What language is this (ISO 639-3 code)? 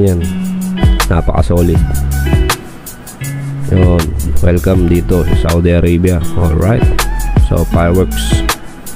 fil